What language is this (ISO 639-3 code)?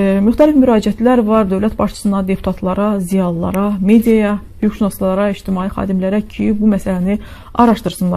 aze